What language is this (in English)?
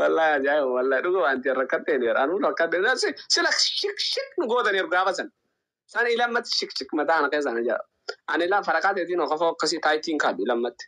Oromo